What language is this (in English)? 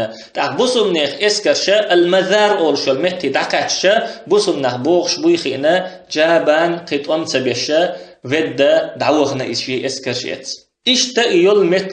Chechen